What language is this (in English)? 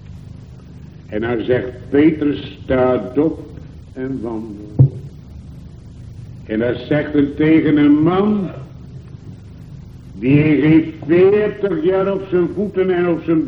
Dutch